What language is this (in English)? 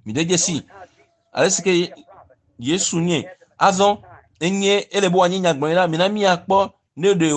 Ewe